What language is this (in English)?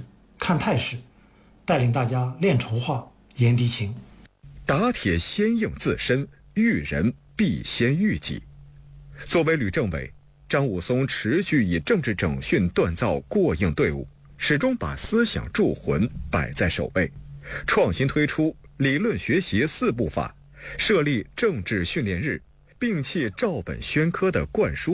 Chinese